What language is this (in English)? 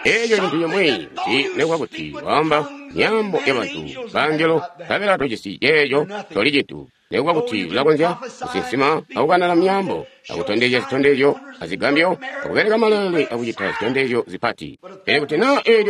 Tonga (Zambia)